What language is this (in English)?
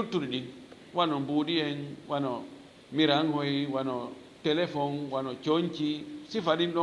Fula